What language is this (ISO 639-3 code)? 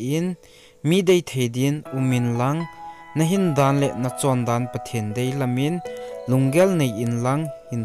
tcz